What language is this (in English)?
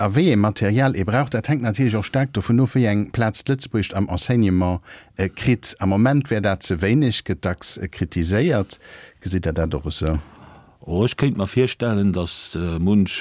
Luxembourgish